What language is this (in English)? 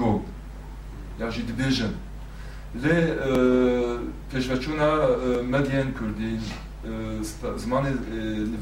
Kurdish